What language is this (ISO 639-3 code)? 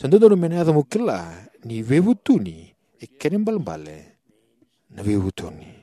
fij